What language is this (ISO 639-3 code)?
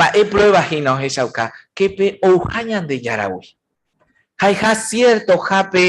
grn